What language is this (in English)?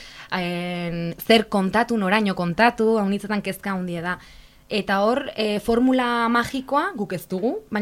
Basque